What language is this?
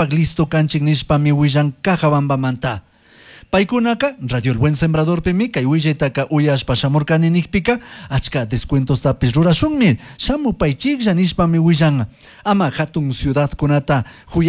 Chimborazo Highland Quichua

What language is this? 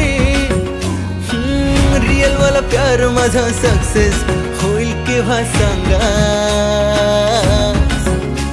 Marathi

